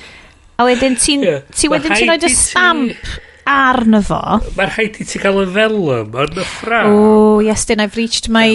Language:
Welsh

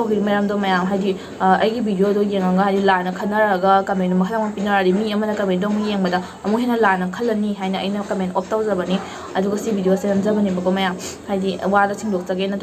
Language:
Manipuri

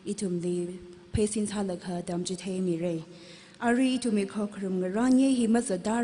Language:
Tangkhul Naga (India)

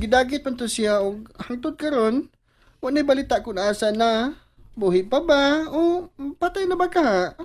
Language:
Cebuano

